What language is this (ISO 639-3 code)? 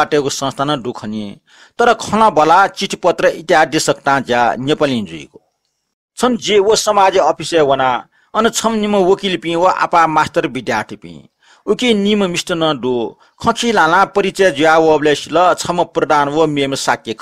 new